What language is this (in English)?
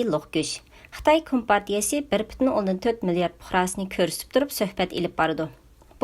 Uyghur